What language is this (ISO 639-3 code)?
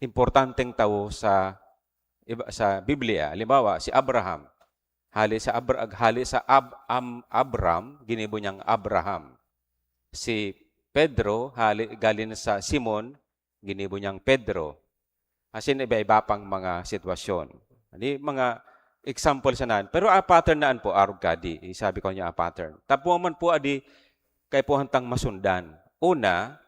bik